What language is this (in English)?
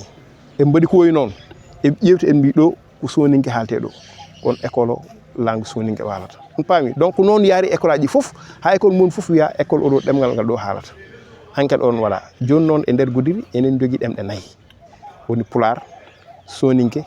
Fula